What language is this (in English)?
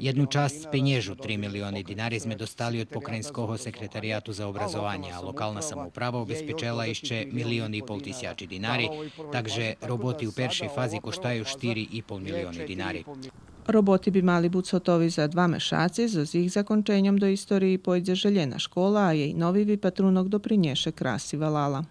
Rusyn